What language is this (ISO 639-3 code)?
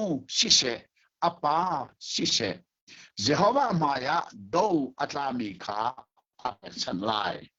cnh